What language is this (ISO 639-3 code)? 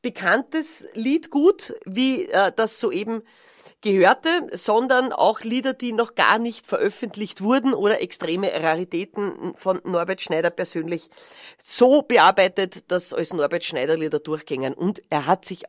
bar